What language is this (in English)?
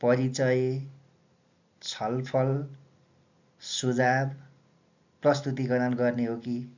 Nepali